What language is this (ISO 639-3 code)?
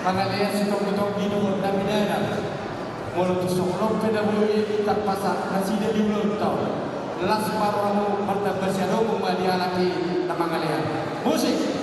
bbc